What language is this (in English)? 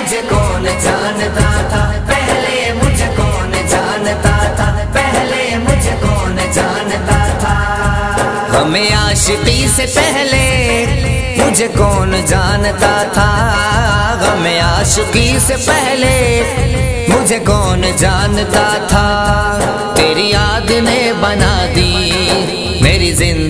Urdu